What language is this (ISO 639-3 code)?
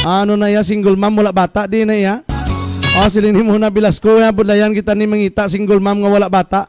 hil